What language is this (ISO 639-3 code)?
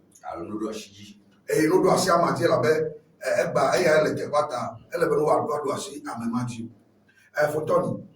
ewe